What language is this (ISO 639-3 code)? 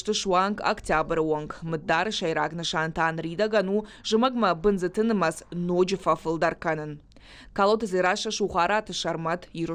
oss